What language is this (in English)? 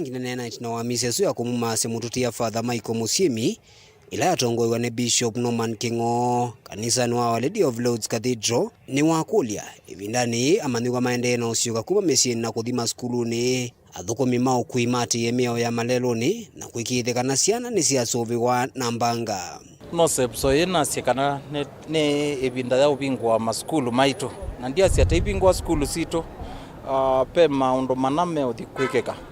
Kamba